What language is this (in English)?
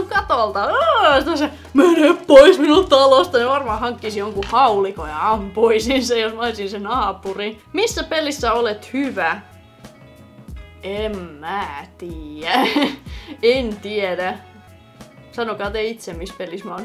Finnish